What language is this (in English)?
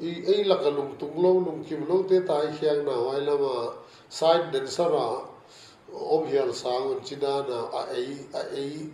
Paite Chin